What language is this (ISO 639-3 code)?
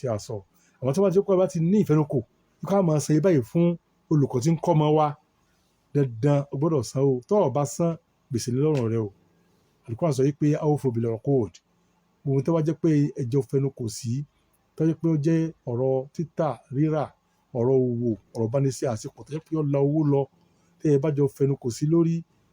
yor